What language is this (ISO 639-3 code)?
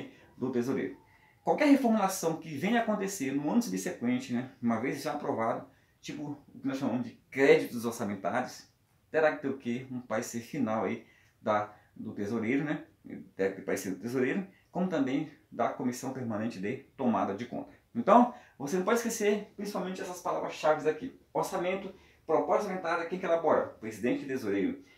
por